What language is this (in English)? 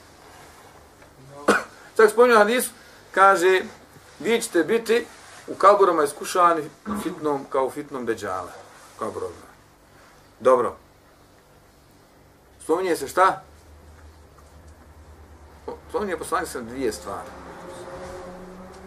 Bosnian